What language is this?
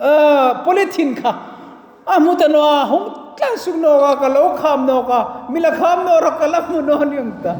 Hmar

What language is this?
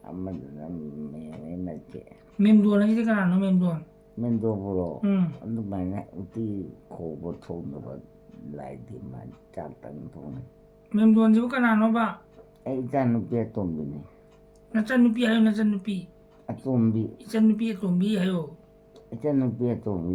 Manipuri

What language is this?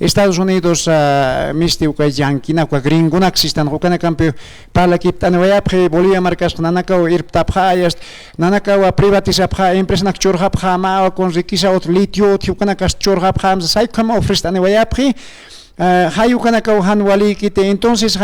Aymara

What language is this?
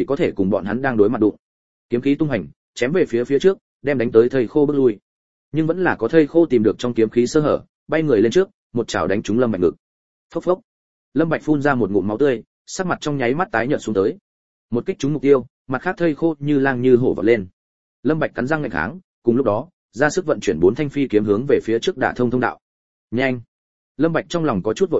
Vietnamese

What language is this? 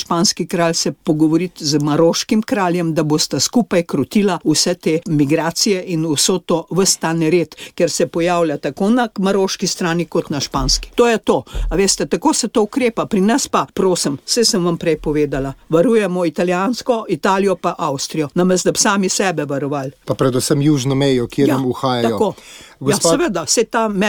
Slovenian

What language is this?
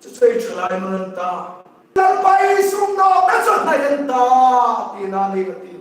Hmar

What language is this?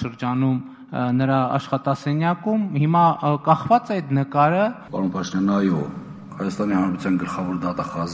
Armenian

